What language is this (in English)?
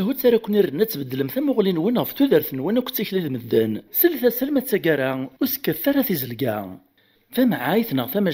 Kabyle